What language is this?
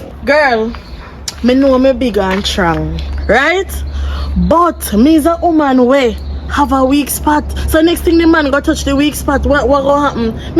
Jamaican Creole English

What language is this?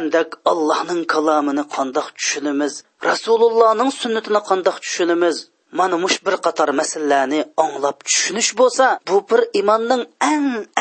Uyghur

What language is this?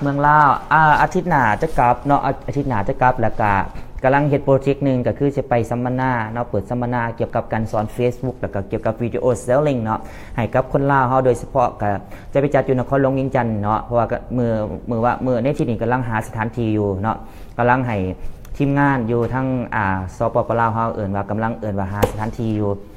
Lao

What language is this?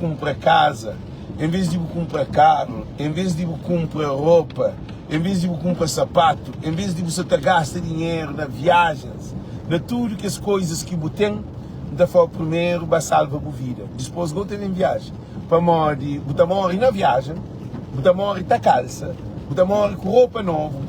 Kabuverdianu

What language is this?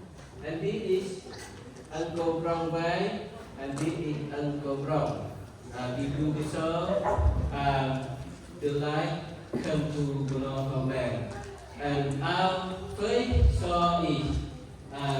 Central Mnong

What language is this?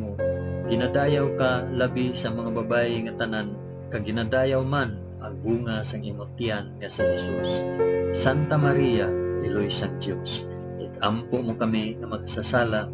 Hiligaynon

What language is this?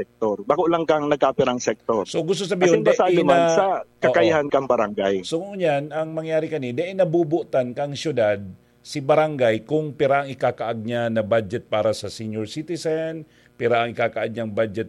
Bikol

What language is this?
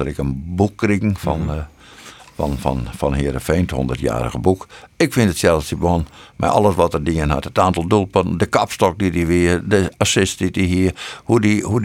Western Frisian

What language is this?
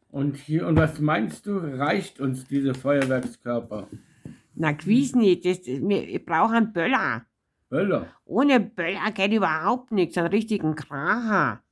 Bavarian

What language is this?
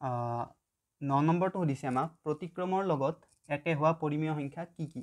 Assamese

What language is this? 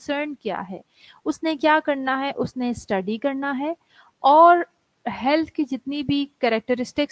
Urdu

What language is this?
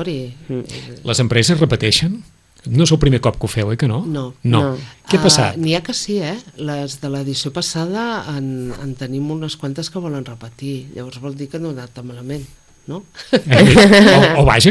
Catalan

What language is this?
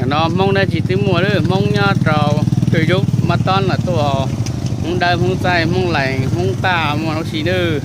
Hmong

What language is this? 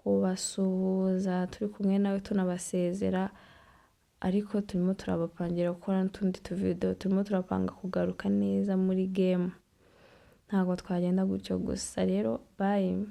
Kinyarwanda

